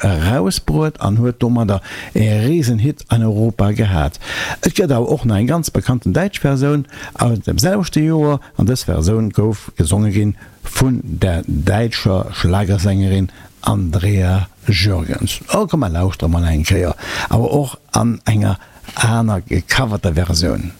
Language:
Luxembourgish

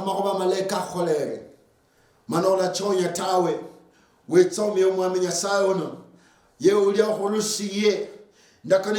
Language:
Luyia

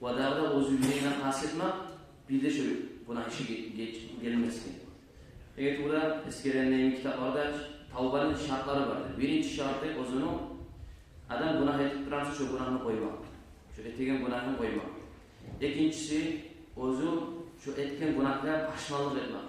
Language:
Kumyk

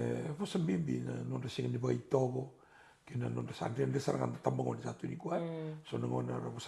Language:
Fijian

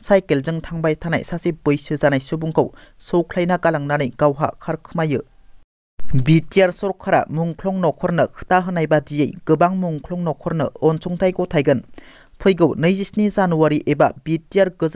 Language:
Bodo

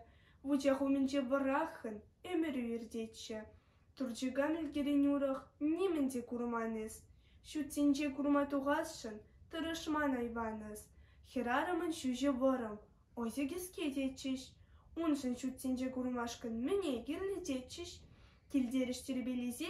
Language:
Chuvash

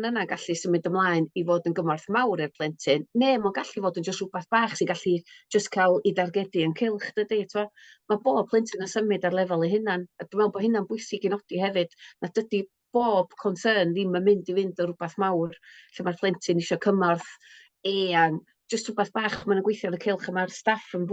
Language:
Welsh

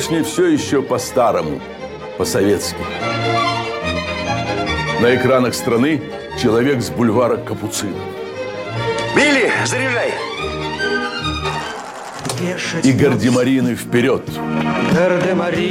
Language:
Russian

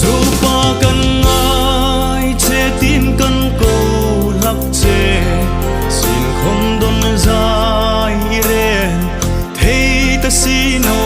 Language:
Hmar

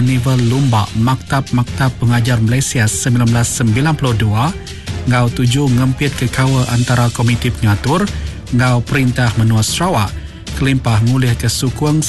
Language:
Iban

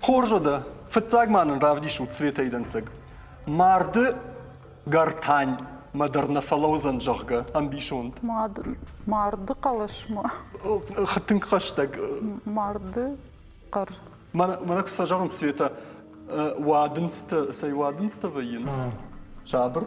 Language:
Ossetic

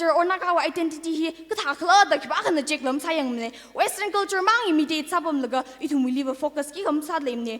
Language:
Tangkhul Naga (India)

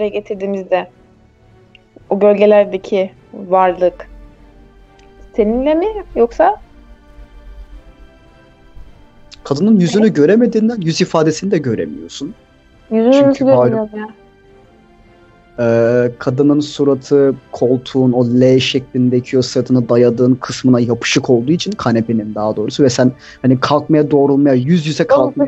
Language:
Turkish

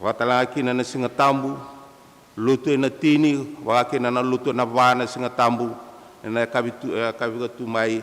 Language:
Fijian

